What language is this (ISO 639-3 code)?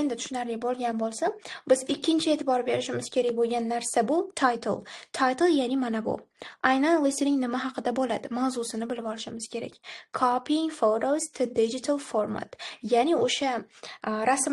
uzb